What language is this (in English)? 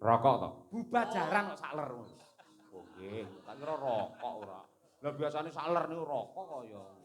Javanese